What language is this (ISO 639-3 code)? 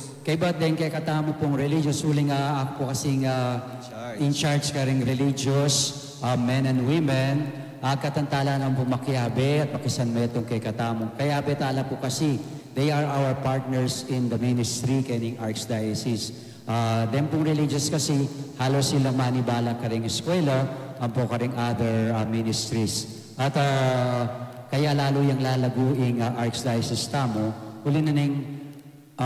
pam